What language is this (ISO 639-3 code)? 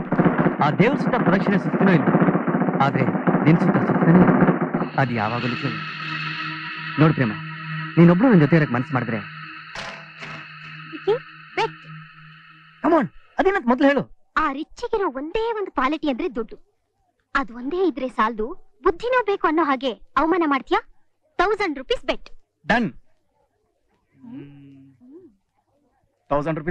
kan